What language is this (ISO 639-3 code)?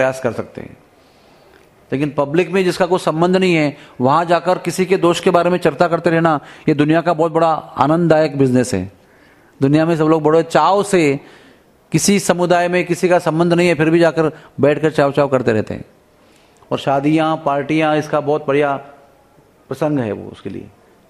hin